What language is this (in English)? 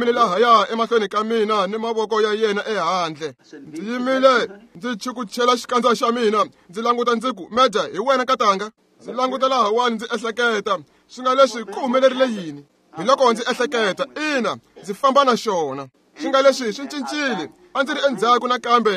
Tsonga